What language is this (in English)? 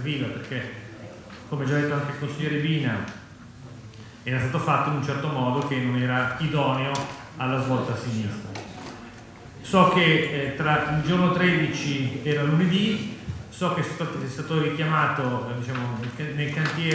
Italian